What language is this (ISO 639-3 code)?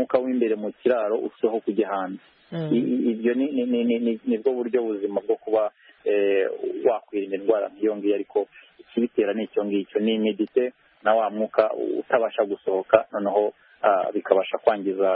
kin